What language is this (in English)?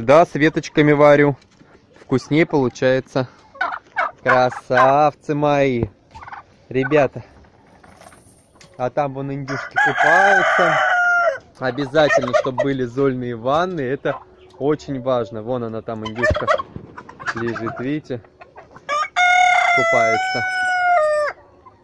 Russian